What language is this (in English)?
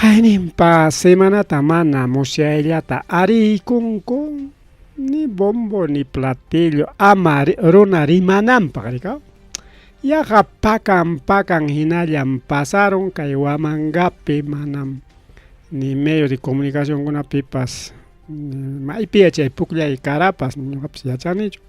Ayacucho Quechua